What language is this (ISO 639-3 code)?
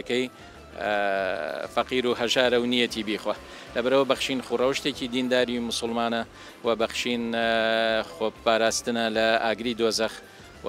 ckb